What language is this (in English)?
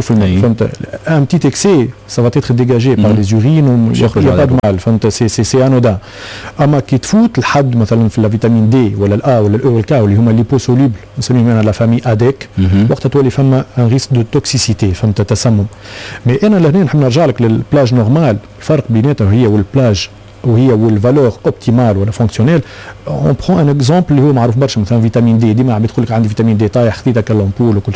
Tunisian Arabic